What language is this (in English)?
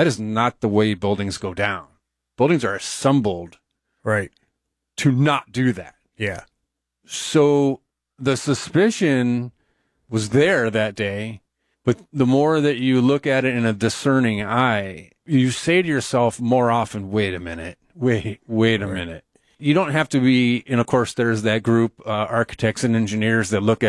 English